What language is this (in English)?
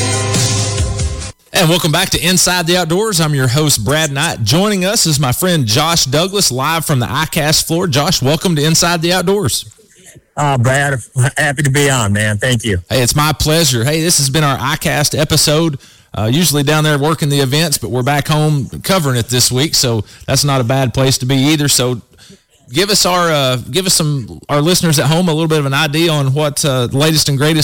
English